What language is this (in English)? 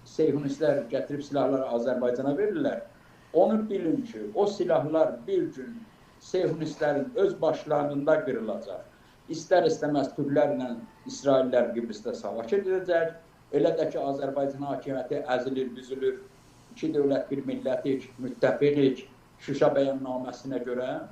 Azerbaijani